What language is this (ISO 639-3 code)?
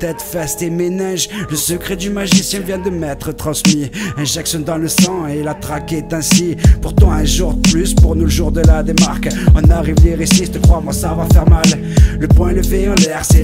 fra